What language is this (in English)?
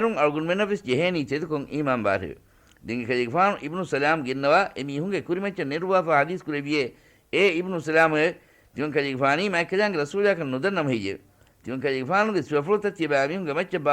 Divehi